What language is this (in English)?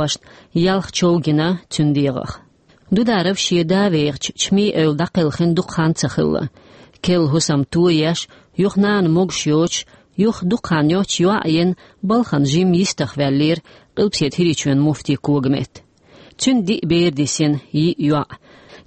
Chechen